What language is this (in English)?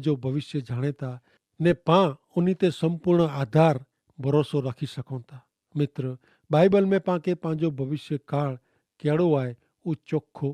Kachhi